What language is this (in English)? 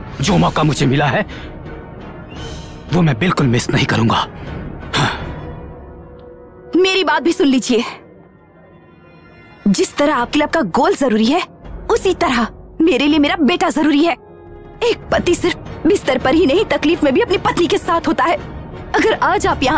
Hindi